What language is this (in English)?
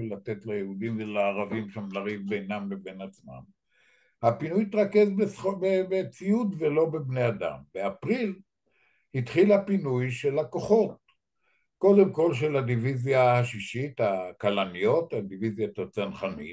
Hebrew